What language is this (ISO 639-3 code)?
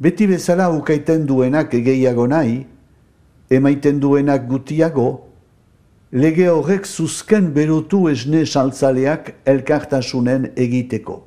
eus